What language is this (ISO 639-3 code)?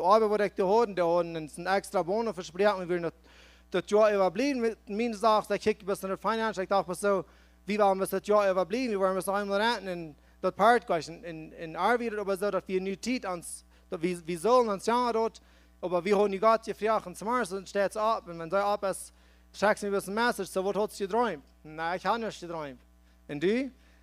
pdt